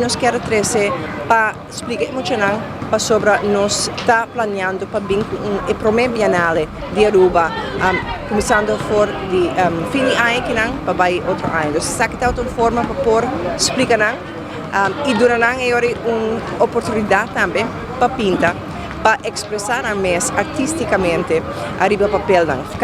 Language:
Papiamento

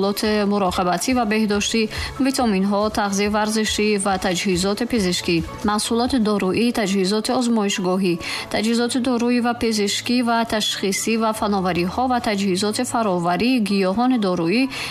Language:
Tajik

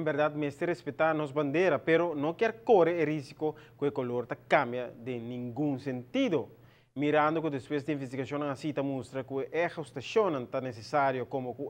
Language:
Papiamento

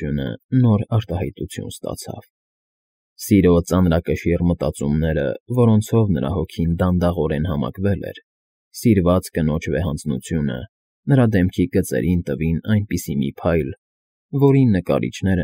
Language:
Armenian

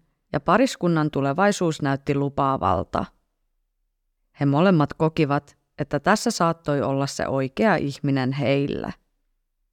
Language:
Finnish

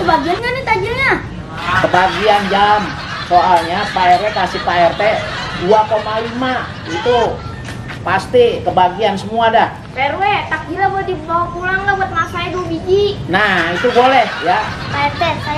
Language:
Betawi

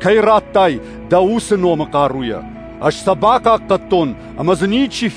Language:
Ossetic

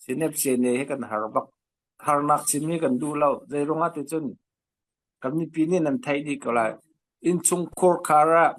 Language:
Hakha Chin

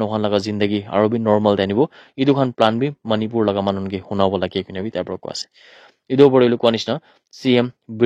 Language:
Naga Pidgin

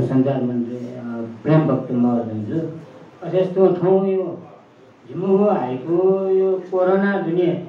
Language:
Newari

